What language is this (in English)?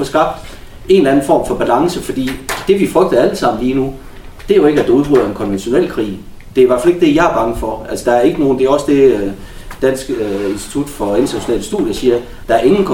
Danish